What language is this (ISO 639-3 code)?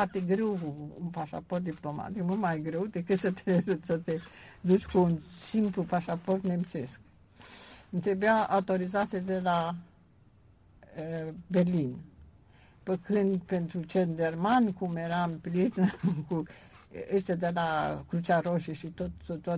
ron